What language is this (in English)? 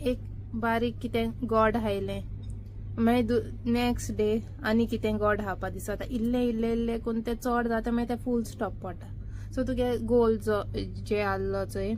Konkani